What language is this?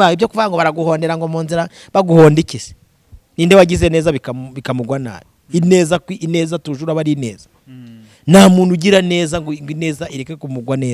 Kinyarwanda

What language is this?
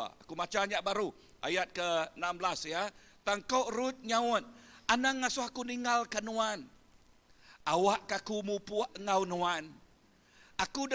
Iban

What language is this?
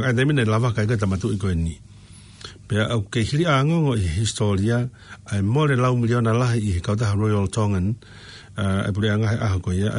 Tongan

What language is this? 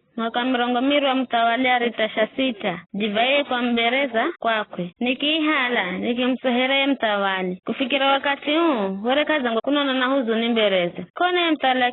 Giryama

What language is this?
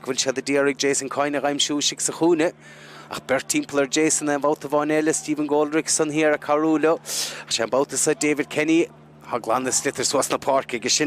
Irish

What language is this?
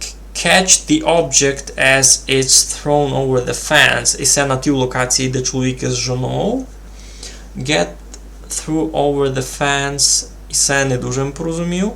Rusyn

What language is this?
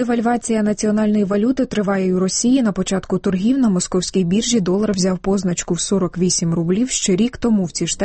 Ukrainian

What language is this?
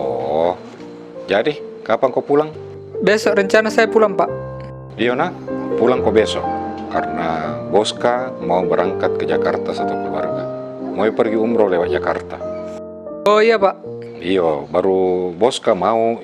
Makassar Malay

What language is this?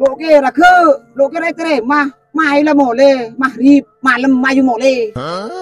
Madurese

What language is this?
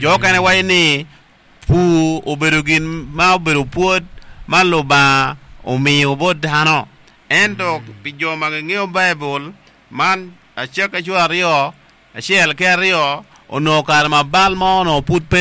Acoli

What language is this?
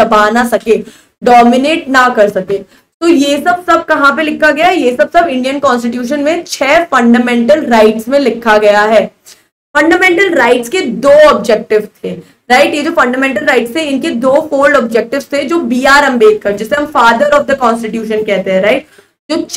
Hindi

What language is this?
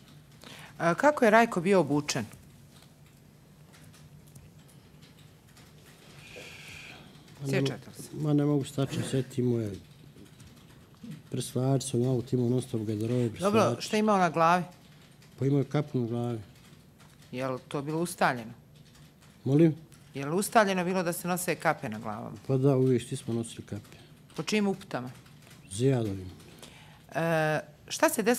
Bosnian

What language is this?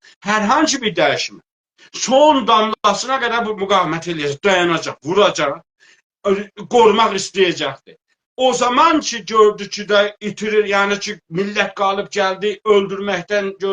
South Azerbaijani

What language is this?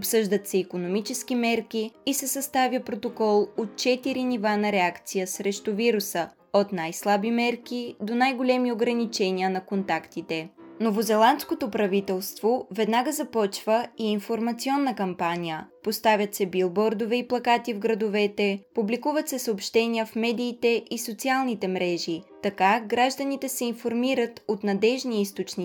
Bulgarian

